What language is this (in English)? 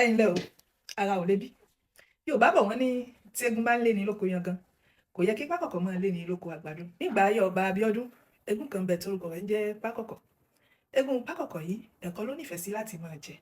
Yoruba